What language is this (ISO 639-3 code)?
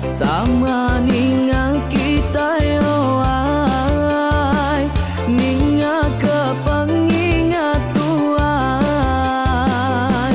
iba